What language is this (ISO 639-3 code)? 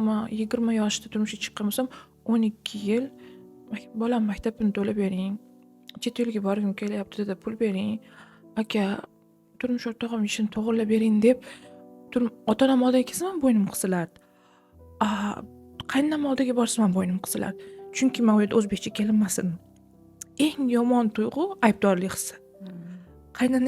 uzb